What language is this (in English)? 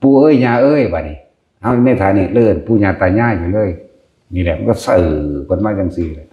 Northeastern Thai